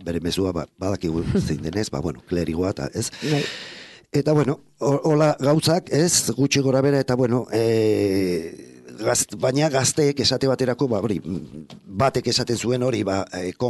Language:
Basque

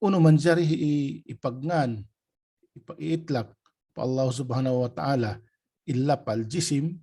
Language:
Tausug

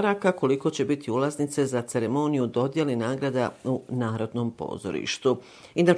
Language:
Bosnian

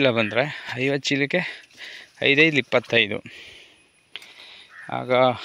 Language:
Kannada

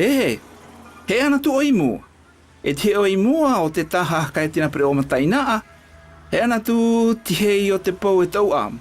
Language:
South Marquesan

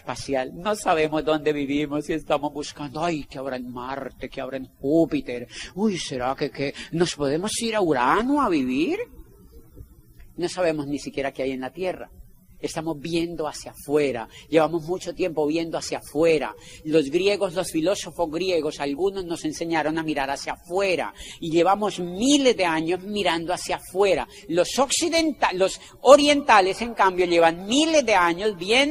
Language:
Spanish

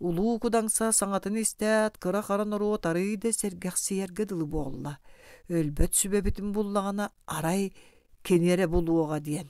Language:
Yakut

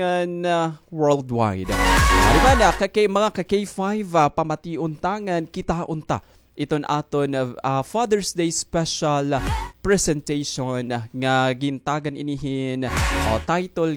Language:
Waray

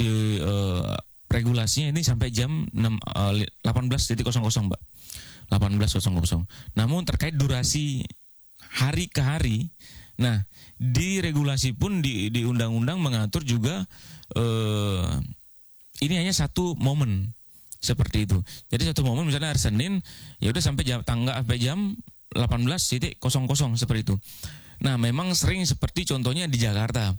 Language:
Indonesian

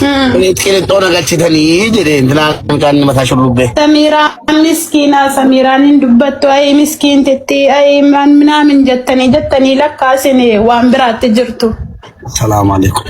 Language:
Oromo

